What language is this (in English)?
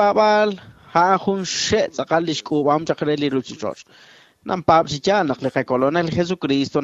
Kekchí